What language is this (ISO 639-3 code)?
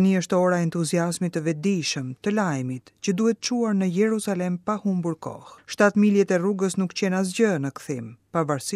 sqi